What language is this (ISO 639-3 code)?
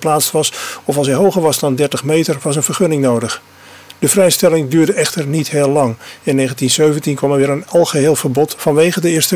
nld